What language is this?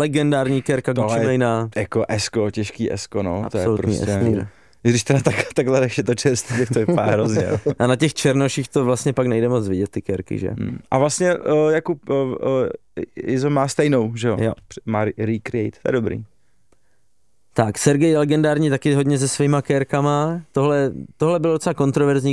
Czech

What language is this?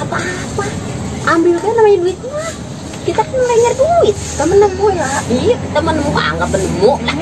Betawi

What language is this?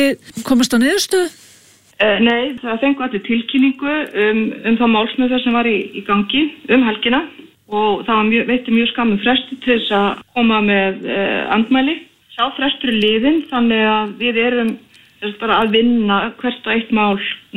Icelandic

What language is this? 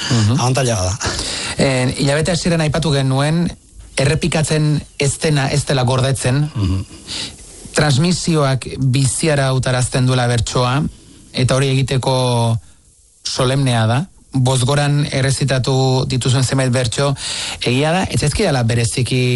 Basque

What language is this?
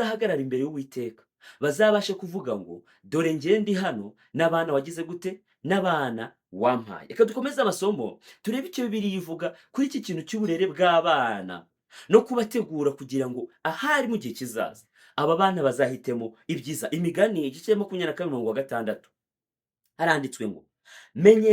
Kinyarwanda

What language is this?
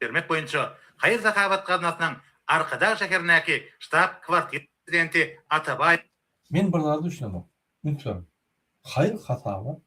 Turkmen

